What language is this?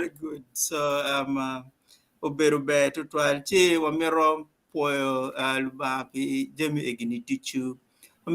Acoli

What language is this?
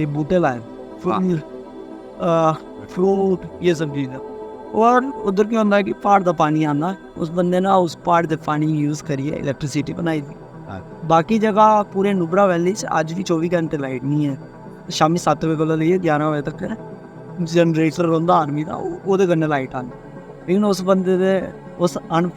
Dogri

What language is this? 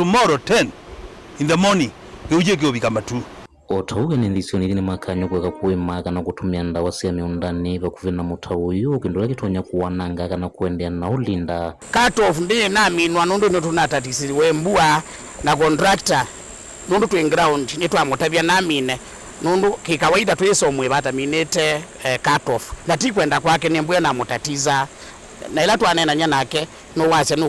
Kamba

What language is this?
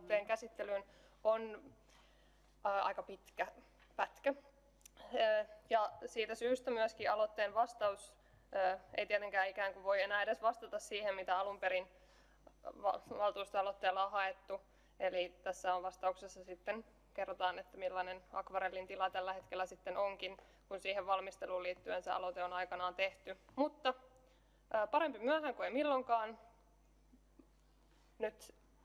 Finnish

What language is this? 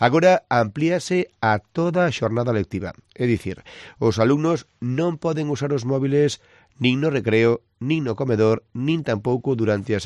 Galician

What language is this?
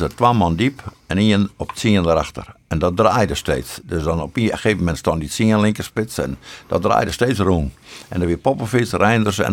Western Frisian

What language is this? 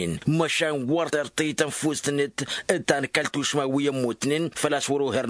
Tamasheq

